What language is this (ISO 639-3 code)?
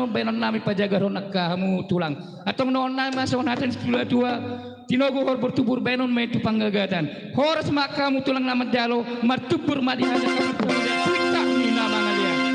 bbc